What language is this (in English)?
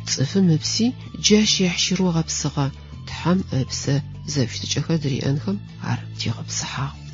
Adyghe